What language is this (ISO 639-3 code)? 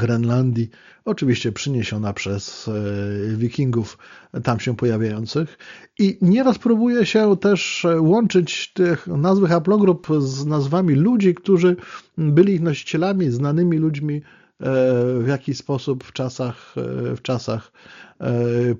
pol